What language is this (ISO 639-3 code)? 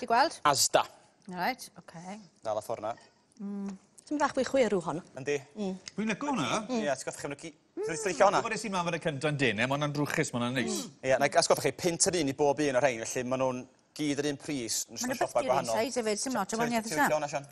cym